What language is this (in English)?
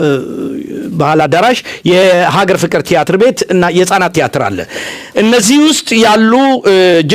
Amharic